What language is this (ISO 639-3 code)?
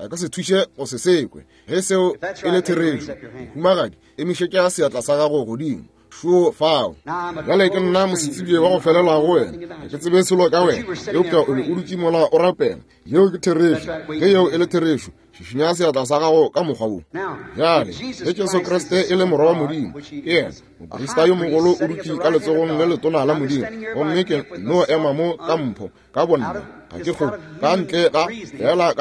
nso